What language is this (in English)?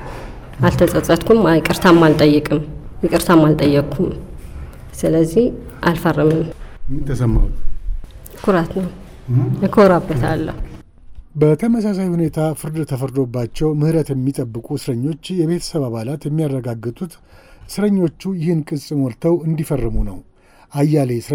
Amharic